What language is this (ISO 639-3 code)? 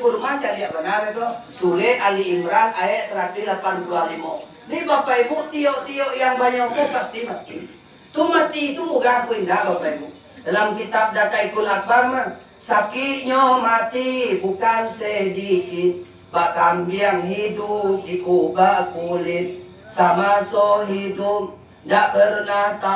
min